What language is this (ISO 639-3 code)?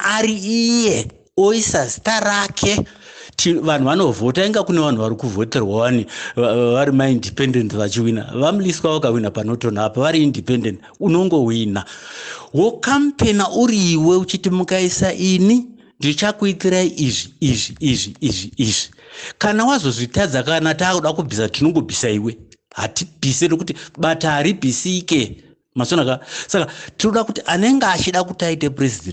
sna